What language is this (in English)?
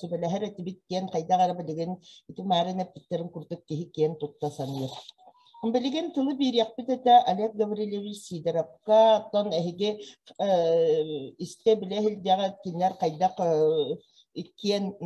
Yakut